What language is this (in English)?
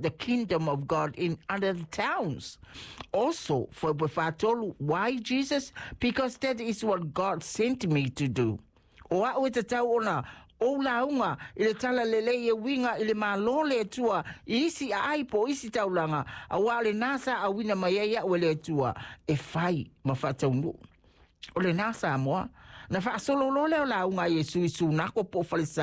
Samoan